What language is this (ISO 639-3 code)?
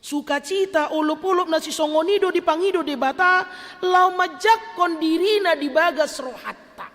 bbc